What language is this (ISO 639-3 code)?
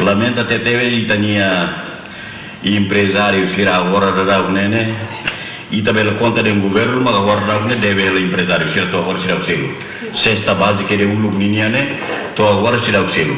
tet